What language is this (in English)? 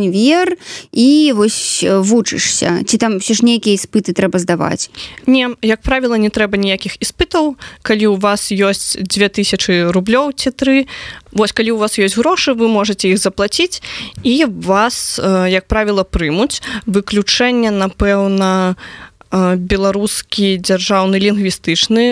Belarusian